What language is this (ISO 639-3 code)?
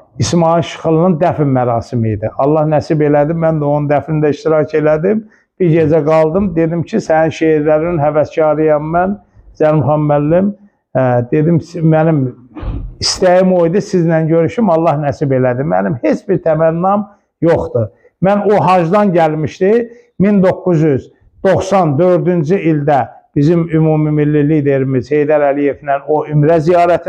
aze